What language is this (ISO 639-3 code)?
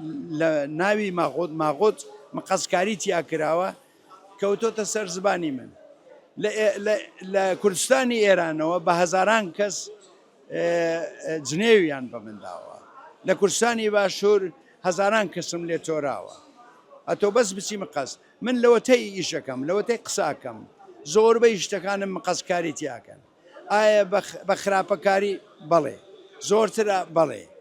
ckb